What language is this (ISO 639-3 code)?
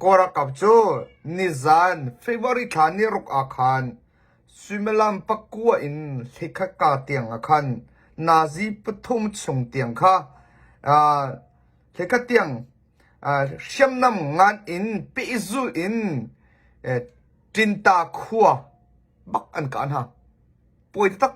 cnh